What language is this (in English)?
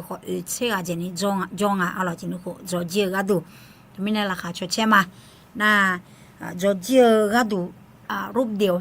Akha